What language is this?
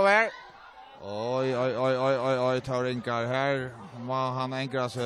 Faroese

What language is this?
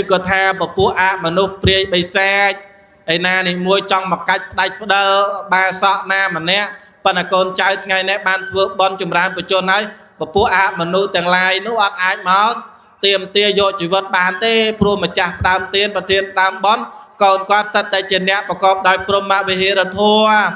Khmer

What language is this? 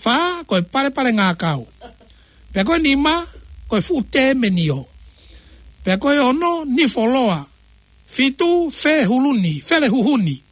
Tongan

